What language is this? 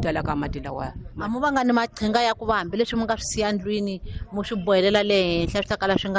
Tsonga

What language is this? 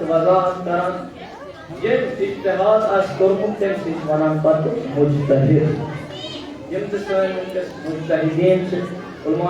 Kashmiri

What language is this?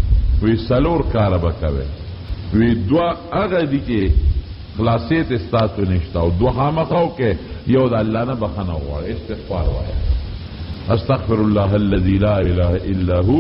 Pashto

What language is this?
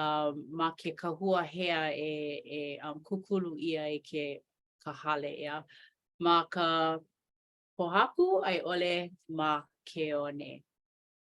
Hawaiian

